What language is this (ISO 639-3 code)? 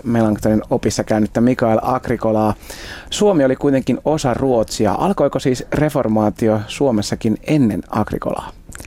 fin